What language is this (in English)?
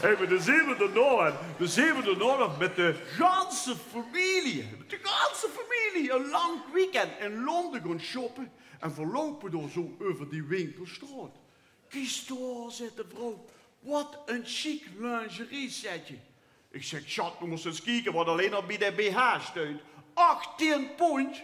Limburgish